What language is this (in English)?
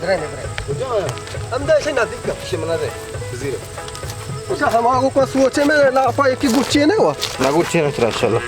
Baluchi